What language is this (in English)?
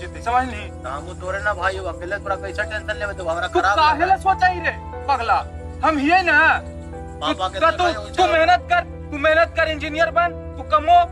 Magahi